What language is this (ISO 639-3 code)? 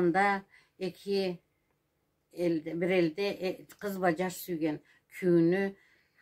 krc